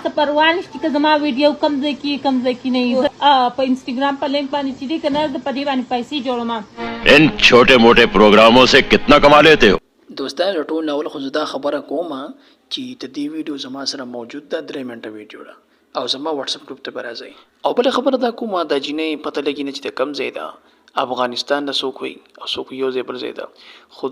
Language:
Pashto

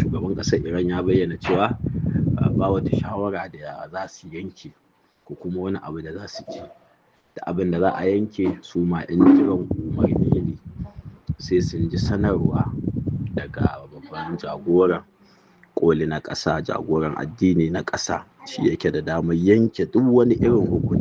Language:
Hausa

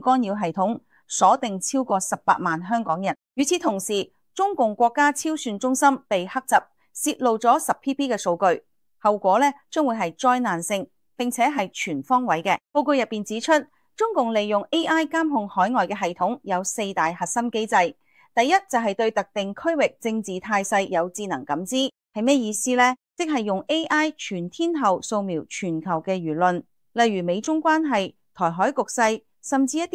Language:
Cantonese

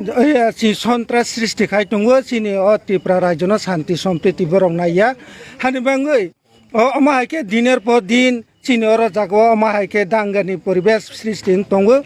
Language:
Kok Borok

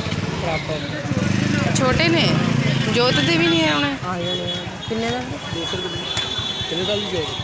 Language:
Punjabi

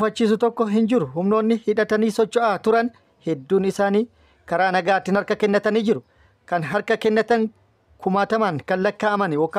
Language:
Oromo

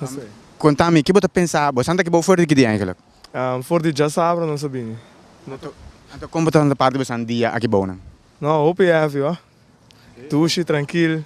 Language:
Papiamento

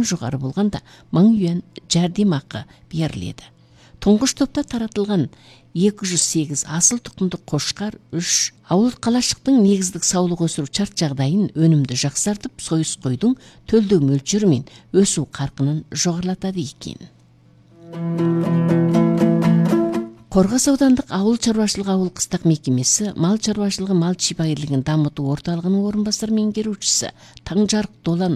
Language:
Kazakh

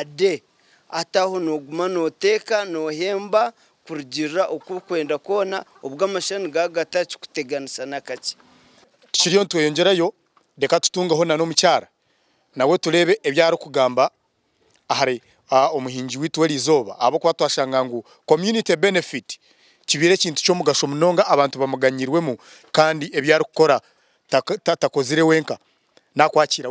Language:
Nyankole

